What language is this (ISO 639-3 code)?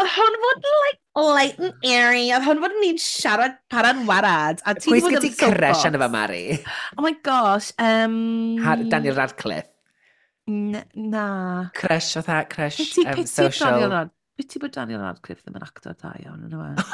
cym